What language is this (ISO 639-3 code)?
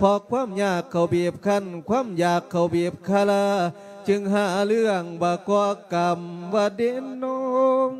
lao